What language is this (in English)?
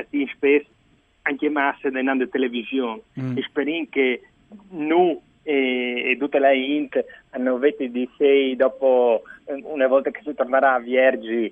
Friulian